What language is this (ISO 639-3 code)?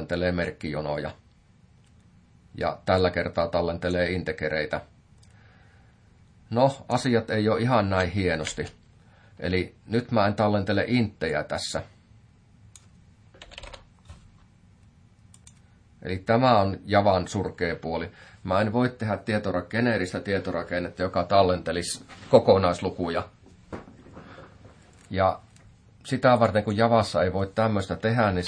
fin